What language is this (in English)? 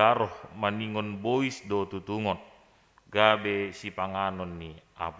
Batak Simalungun